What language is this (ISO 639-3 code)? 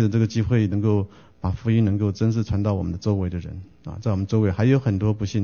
zho